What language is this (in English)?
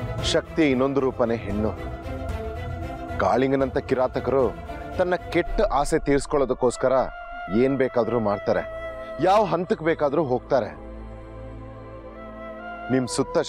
Kannada